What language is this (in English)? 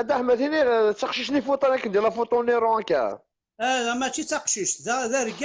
Kabyle